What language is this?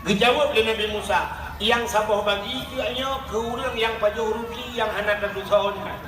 Achinese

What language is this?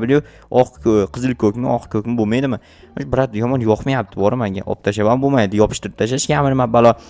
Uzbek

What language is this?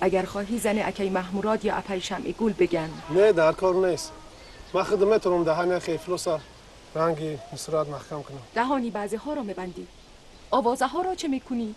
Tajik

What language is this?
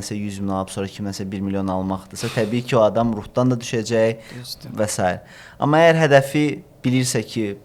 Azerbaijani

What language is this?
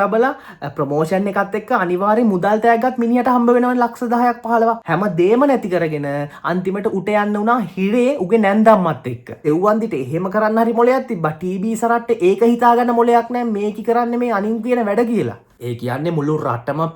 Sinhala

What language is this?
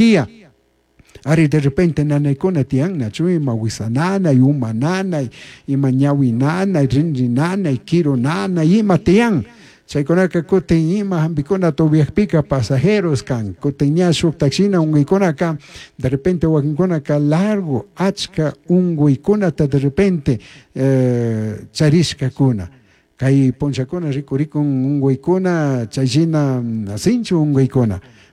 Chimborazo Highland Quichua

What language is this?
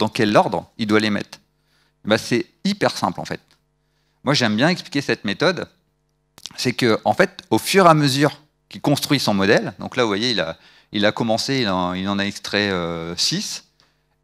French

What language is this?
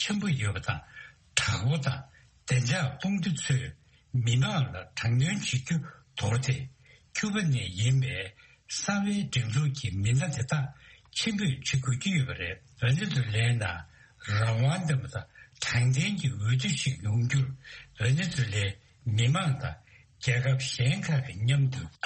Tibetan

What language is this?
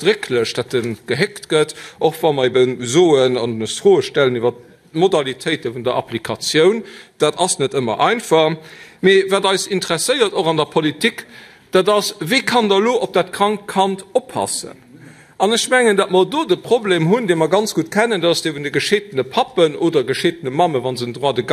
Luxembourgish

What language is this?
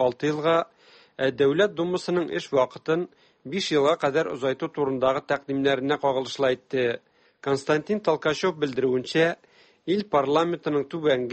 Tatar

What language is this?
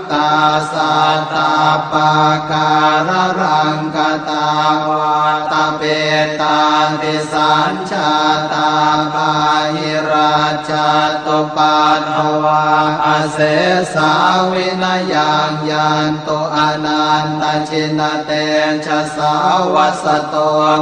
Pali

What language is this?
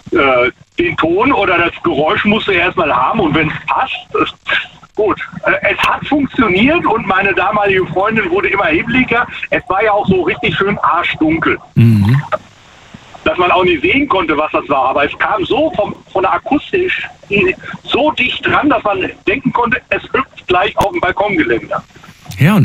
German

